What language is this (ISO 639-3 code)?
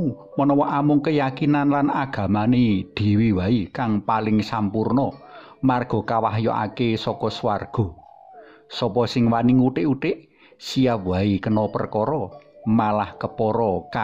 jav